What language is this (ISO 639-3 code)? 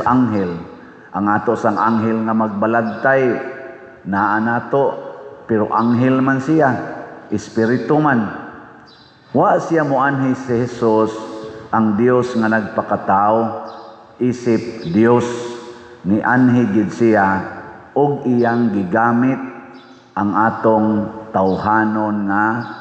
ceb